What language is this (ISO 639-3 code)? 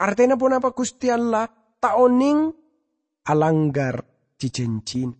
mad